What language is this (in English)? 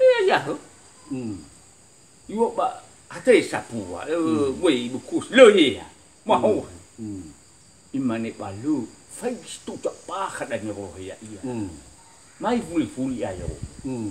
Nias